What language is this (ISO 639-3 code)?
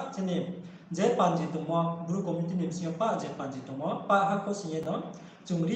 ria